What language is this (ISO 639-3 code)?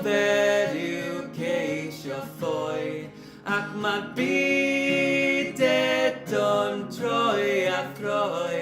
cym